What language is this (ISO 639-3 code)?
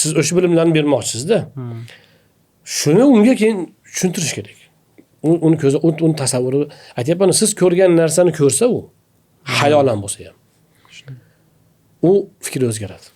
uzb